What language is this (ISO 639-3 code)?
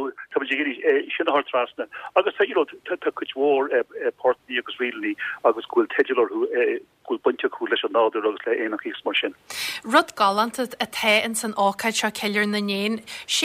gle